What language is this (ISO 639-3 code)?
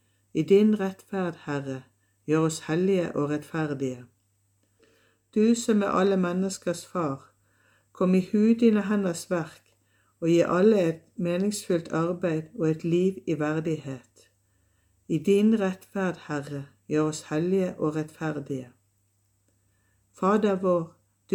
nor